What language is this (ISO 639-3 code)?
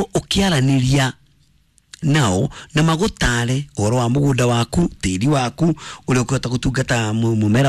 kik